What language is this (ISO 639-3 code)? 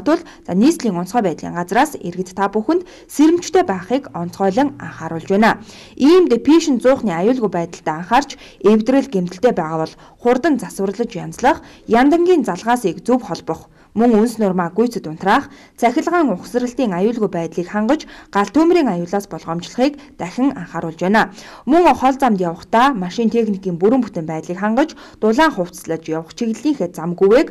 mon